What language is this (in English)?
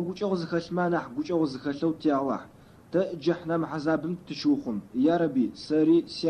Adyghe